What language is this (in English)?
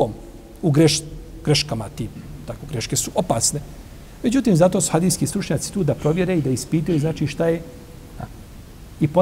Bosnian